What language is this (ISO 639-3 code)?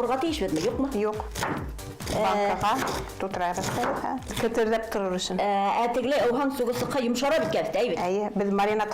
bak